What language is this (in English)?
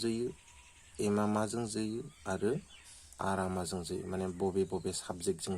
Bodo